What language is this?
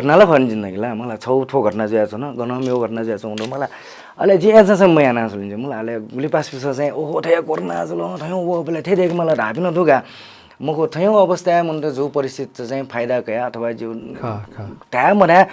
Newari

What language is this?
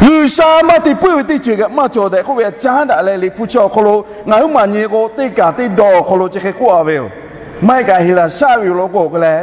Lahu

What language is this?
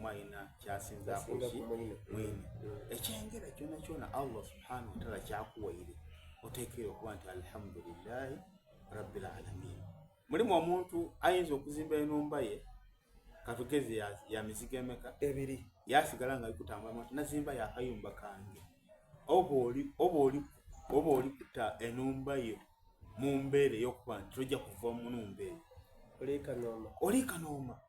Soga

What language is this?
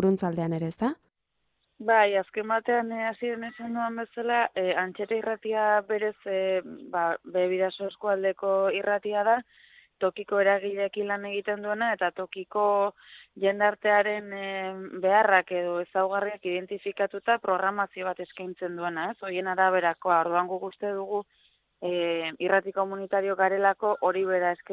Basque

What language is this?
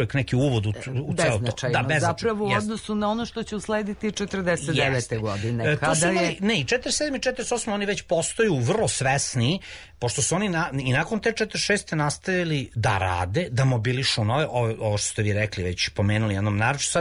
Serbian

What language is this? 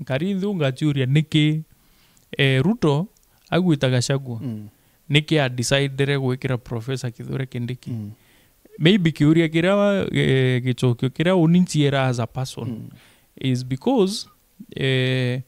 Meru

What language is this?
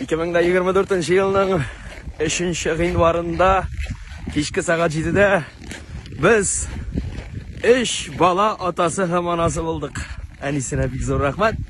Tatar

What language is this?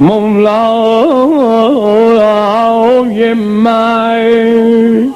South Azerbaijani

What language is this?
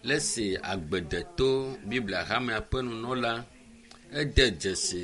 Ewe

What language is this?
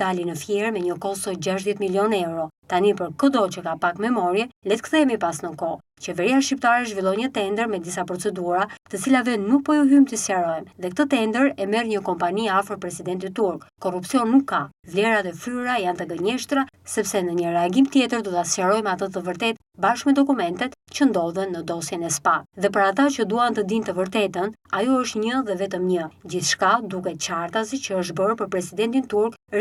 Albanian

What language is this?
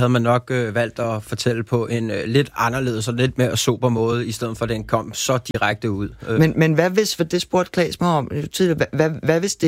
Danish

